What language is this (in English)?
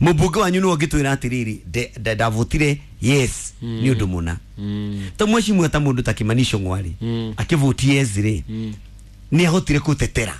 Kikuyu